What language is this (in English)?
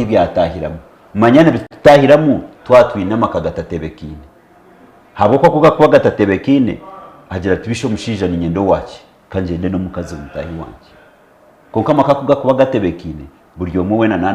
Nyankole